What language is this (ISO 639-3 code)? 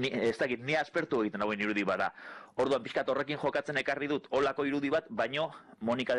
eus